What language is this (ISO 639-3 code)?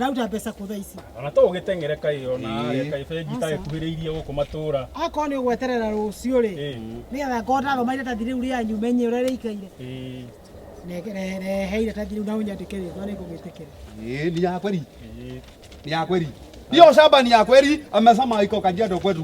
kik